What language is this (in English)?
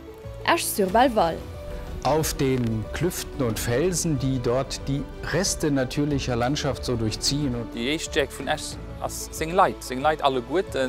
Luxembourgish